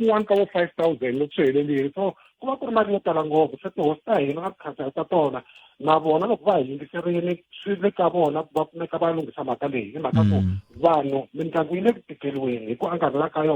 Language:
Tsonga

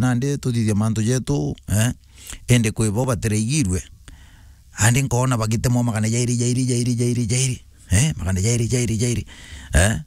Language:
Meru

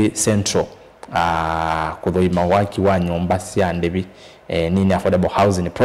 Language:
Kamba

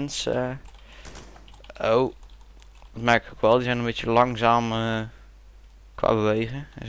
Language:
Dutch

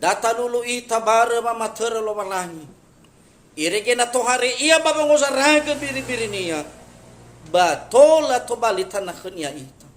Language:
Nias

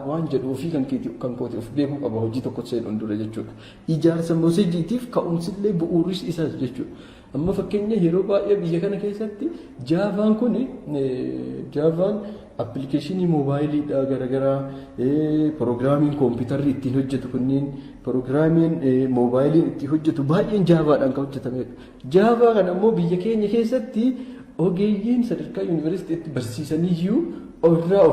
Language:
Oromo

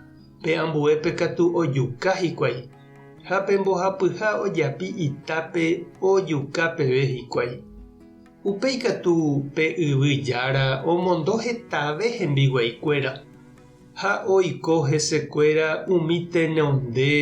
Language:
Guarani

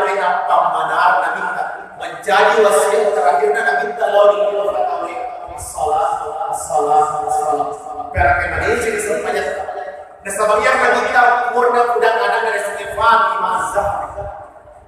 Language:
Buginese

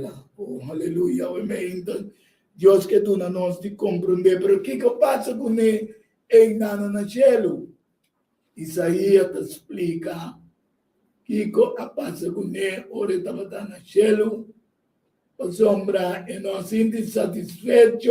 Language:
Papiamento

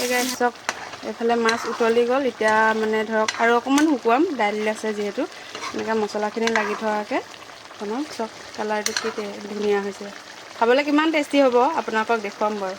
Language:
Assamese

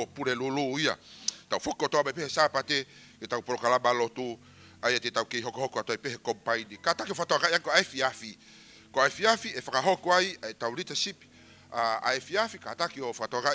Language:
Tongan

